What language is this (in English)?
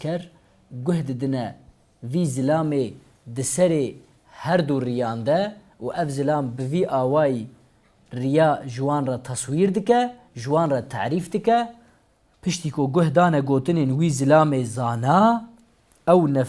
Kurdish